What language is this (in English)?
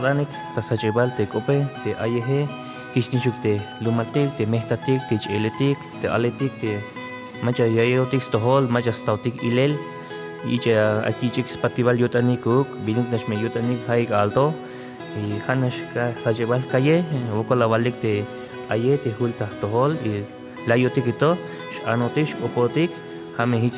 Tzeltal